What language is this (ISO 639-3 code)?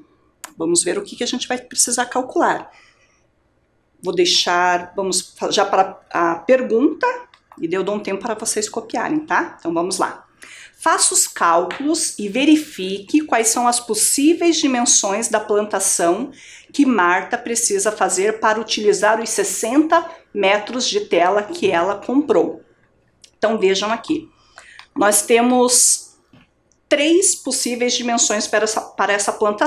por